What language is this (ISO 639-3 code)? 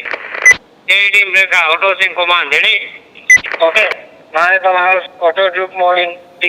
div